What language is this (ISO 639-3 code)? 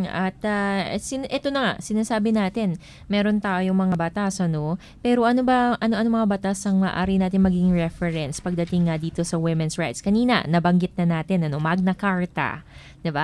fil